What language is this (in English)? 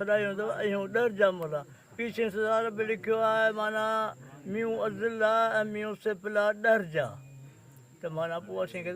Sindhi